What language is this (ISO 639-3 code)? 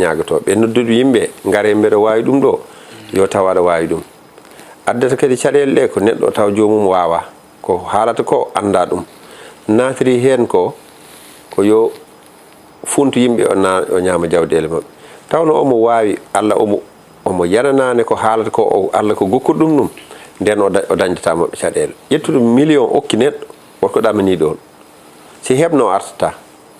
ful